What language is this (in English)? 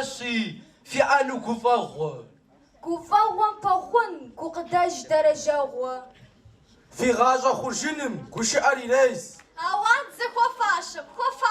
Kabardian